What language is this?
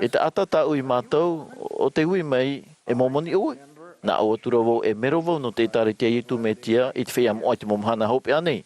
Tahitian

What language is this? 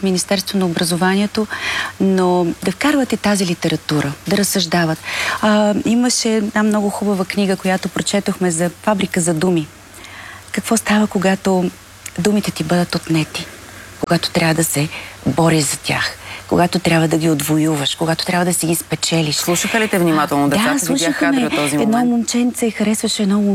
Bulgarian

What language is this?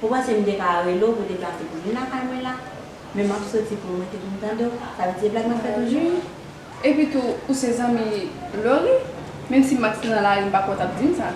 Haitian Creole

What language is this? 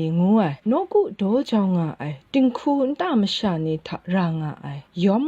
Kachin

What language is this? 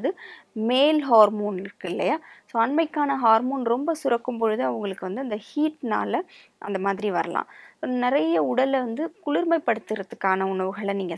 Tamil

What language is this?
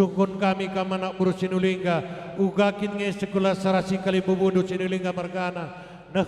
Batak Karo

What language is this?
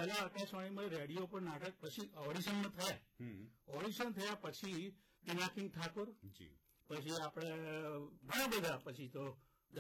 Gujarati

